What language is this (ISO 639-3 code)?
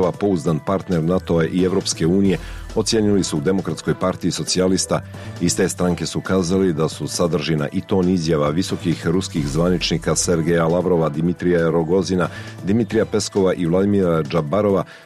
srp